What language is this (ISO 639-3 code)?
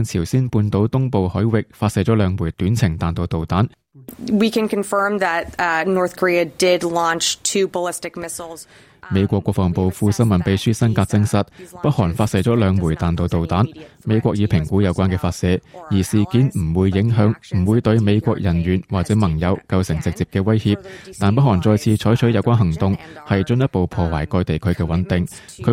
yue